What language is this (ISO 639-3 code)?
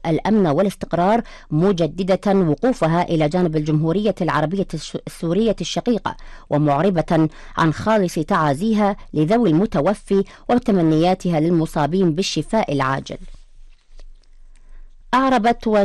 ara